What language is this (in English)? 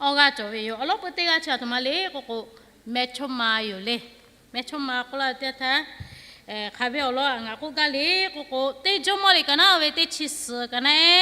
Lahu